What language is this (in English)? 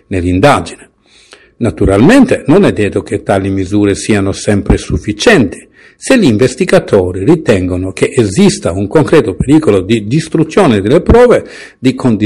Italian